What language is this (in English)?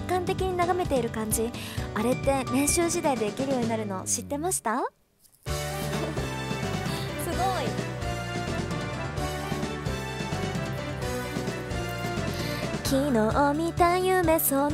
Japanese